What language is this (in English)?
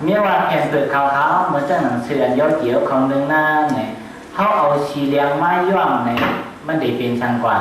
Shan